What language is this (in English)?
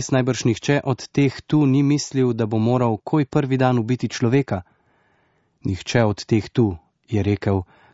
Slovenian